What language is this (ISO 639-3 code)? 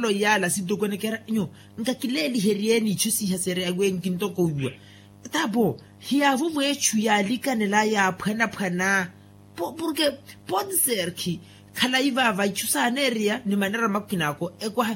vmw